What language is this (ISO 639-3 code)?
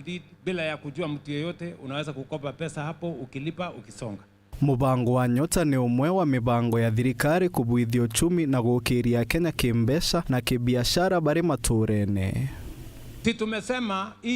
mer